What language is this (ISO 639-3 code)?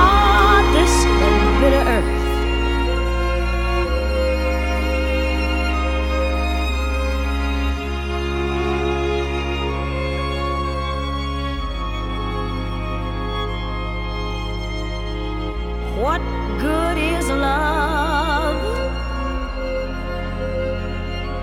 cat